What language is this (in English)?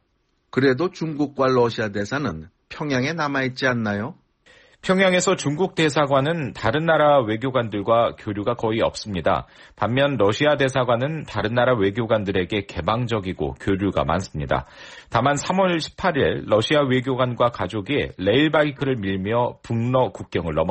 Korean